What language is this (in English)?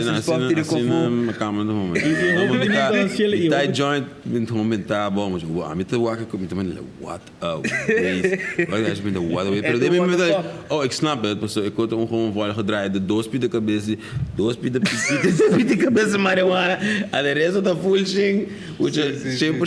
Papiamento